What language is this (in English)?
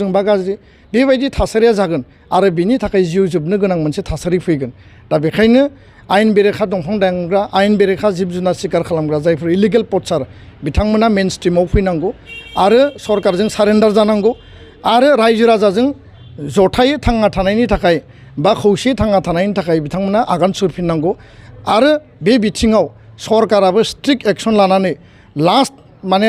Bodo